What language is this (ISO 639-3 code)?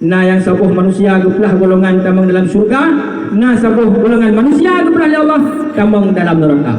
ace